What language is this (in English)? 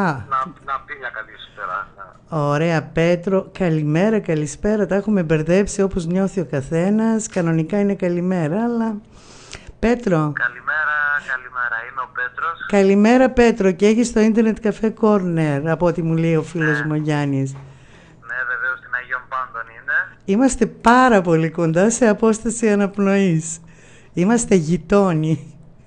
Greek